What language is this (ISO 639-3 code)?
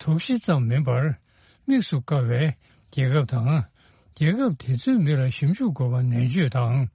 bod